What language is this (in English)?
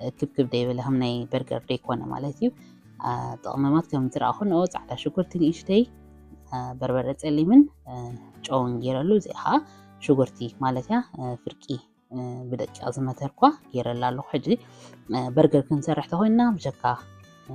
Tigrinya